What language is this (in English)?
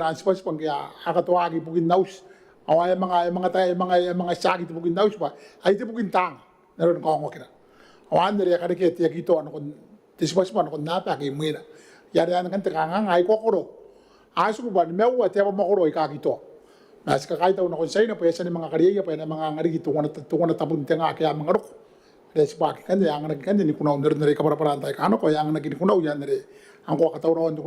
Gilbertese